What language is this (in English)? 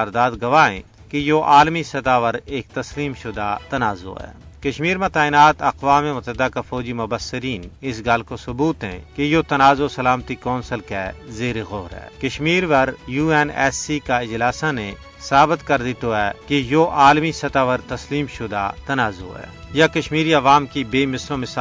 Gujari